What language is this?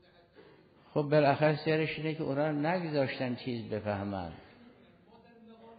Persian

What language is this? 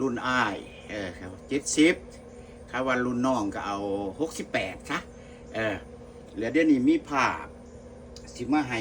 Lao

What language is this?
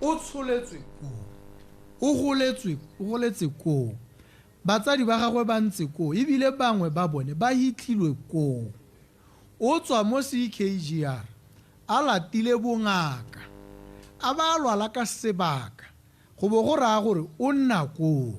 Tswana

